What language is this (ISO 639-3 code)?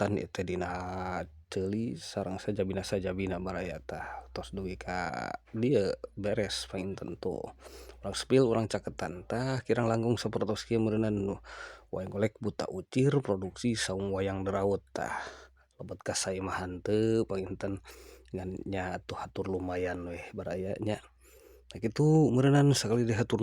sun